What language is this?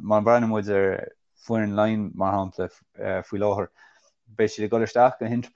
Irish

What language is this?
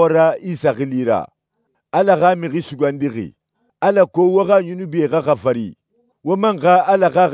Susu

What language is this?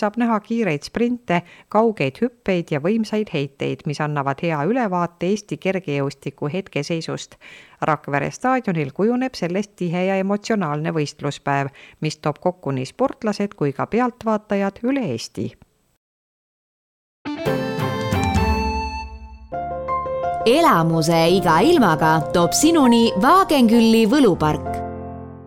Estonian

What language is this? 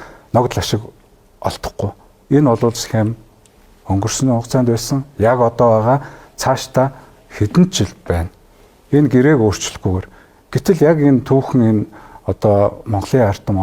Mongolian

